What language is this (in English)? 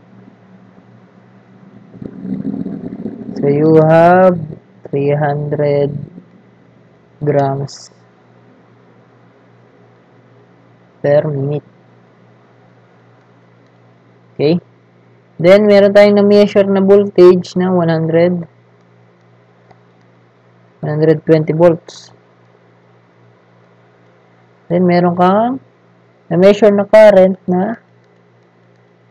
Filipino